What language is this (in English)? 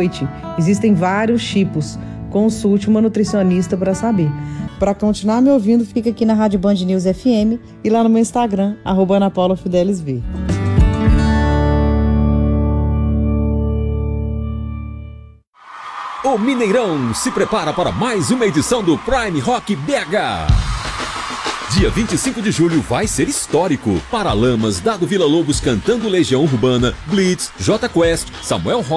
Portuguese